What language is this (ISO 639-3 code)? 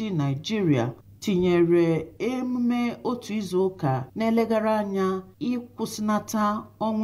ibo